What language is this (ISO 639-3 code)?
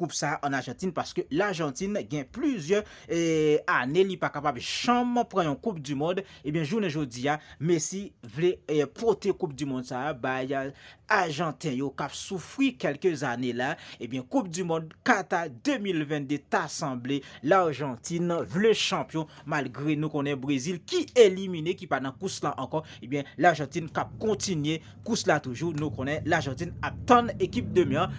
hat